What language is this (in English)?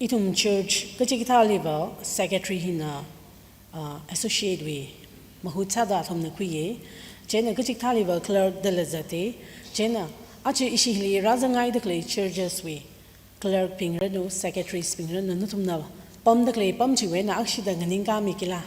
Tangkhul Naga (India)